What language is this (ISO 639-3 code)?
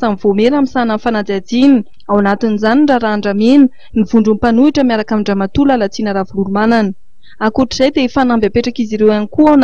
mlg